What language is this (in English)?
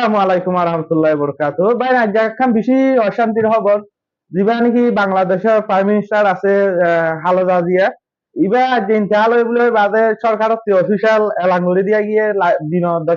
Rohingya